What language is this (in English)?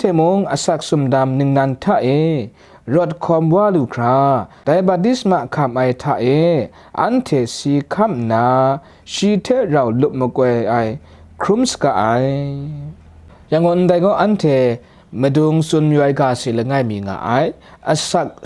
Kachin